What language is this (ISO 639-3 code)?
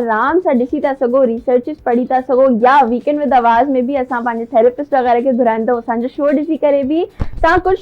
snd